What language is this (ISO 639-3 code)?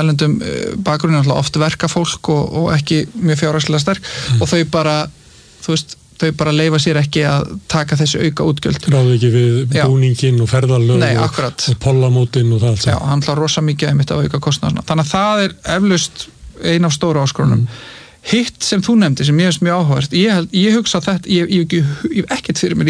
isl